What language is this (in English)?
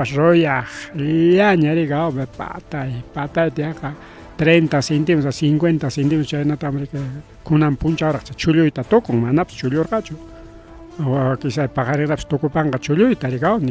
Ayacucho Quechua